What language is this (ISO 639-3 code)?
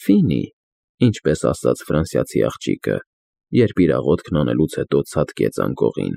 hye